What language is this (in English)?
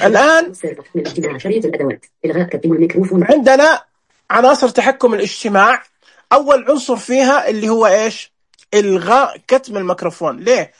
Najdi Arabic